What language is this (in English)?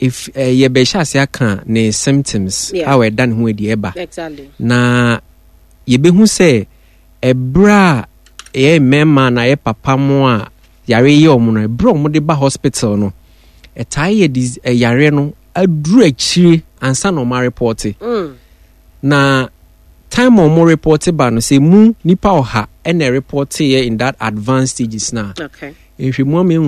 Akan